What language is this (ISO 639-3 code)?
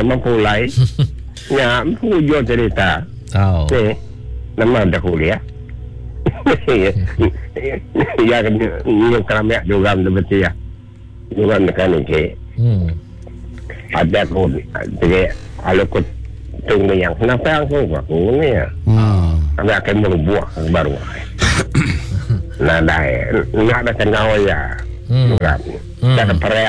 msa